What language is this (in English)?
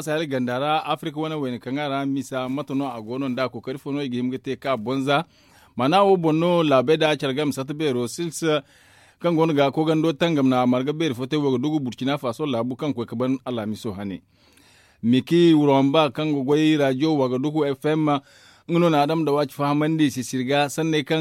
Zarma